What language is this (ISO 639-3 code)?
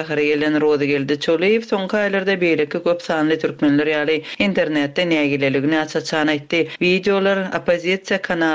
tuk